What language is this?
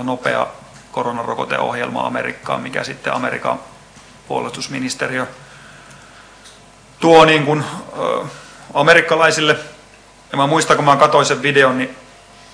Finnish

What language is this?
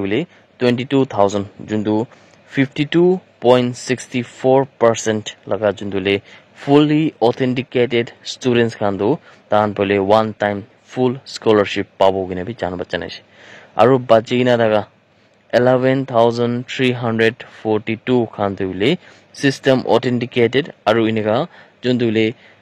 Naga Pidgin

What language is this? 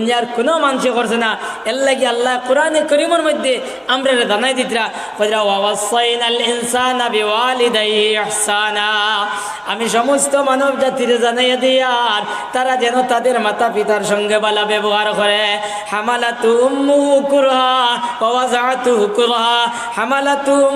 Sylheti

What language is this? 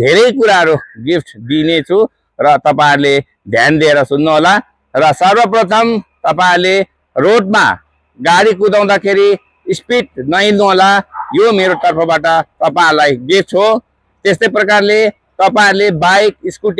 Nepali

